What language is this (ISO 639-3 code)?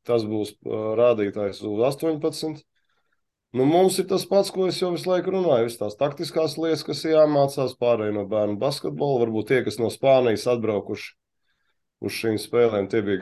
lav